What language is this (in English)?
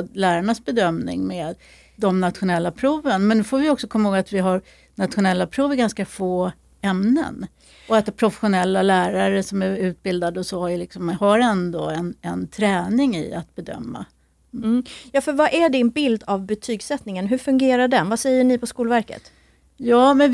Swedish